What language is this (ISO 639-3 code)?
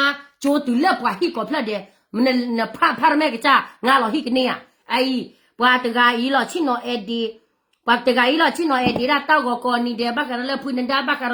ksw